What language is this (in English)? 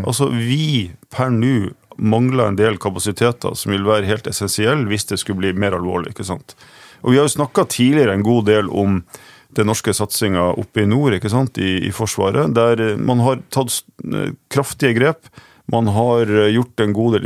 Norwegian